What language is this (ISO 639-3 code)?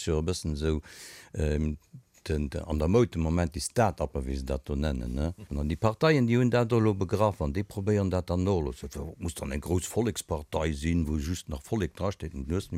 ltz